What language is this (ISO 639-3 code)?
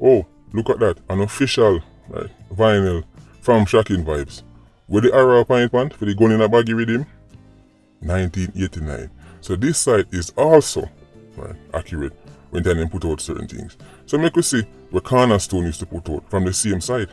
jam